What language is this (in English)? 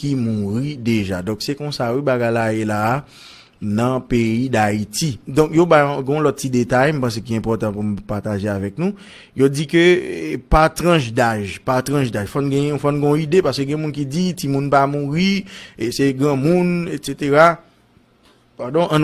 Haitian Creole